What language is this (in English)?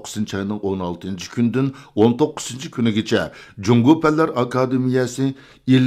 Uyghur